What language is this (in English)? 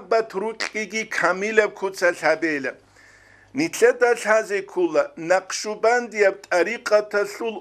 Avaric